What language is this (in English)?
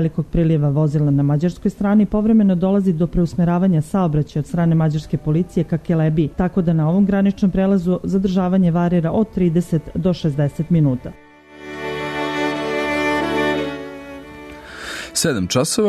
Serbian